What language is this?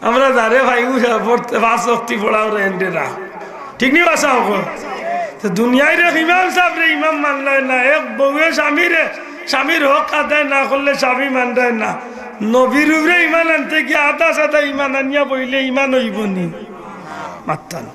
Sylheti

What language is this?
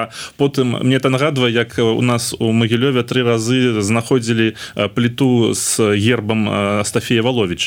Belarusian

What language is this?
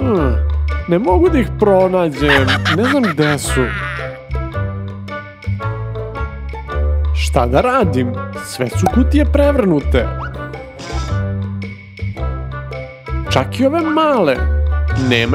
Serbian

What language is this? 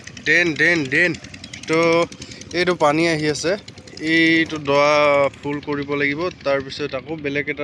Assamese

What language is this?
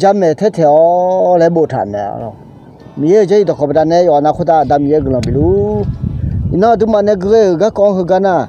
Akha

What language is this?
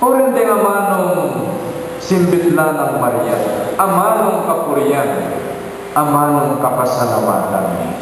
Pampanga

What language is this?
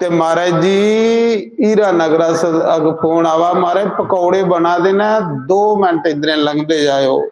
Dogri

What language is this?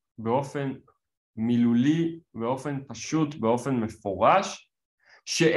Hebrew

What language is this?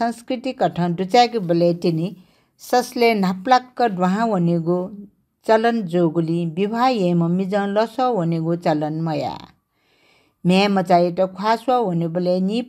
Newari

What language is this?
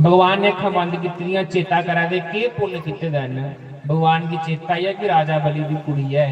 Dogri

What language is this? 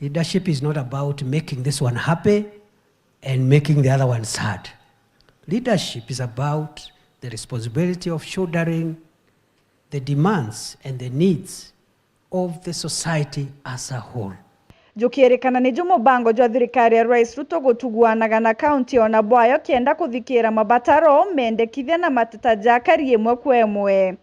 Meru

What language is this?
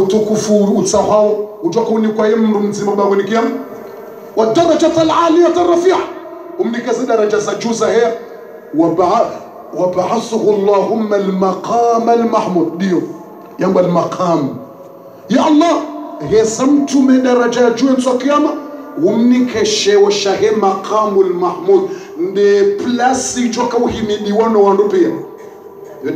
Ngazidja Comorian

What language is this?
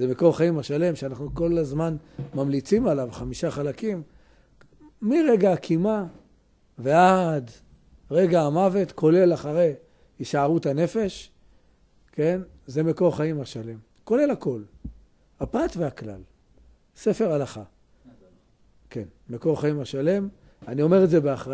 Hebrew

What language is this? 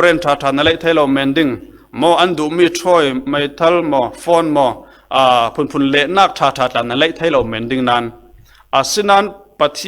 Falam Chin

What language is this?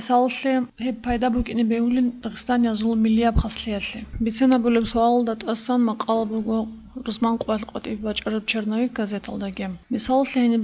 Avaric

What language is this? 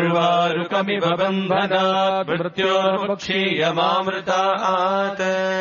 Sanskrit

